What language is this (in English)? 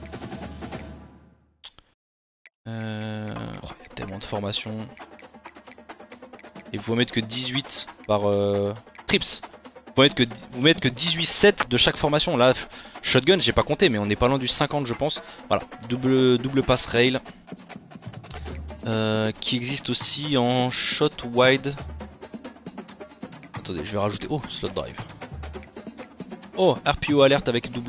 French